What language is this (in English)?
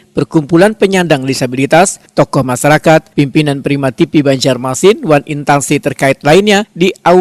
Banjar